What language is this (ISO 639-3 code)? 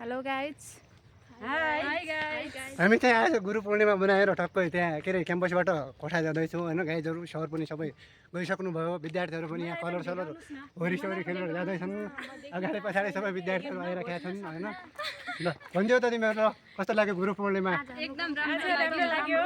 nep